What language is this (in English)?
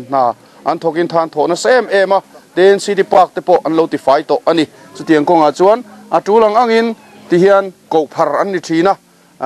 Mizo